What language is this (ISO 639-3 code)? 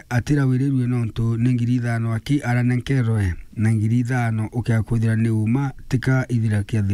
mer